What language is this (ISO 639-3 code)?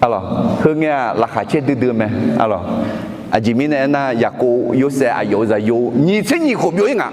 ahk